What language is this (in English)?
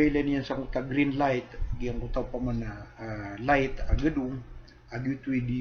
Maranao